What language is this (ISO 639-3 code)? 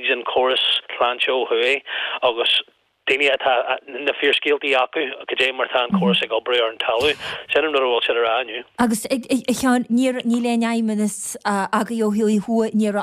gle